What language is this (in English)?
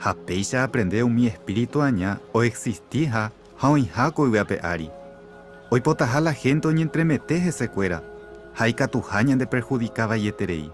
Guarani